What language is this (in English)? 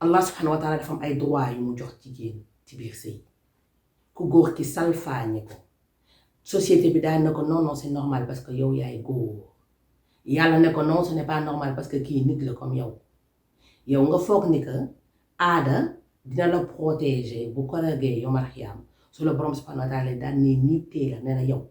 Wolof